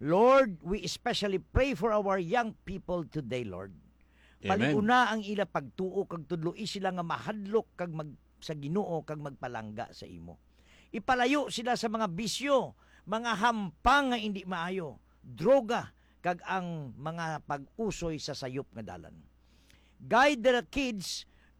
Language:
Hiligaynon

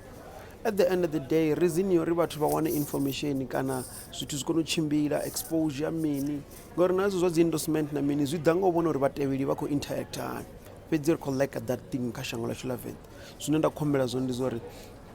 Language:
Venda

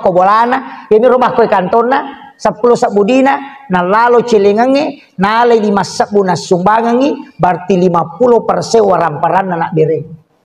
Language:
Buginese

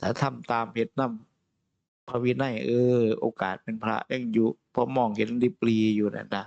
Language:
Northeastern Thai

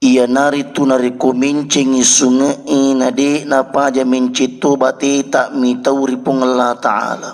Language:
Buginese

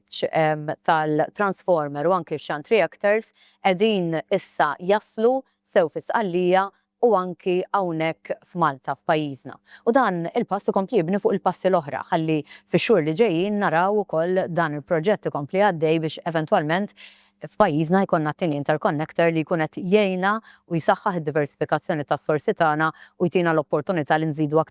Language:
Maltese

